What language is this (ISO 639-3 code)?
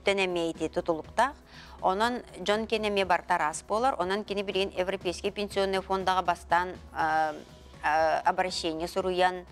sah